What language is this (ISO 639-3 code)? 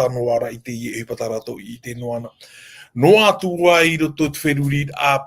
tah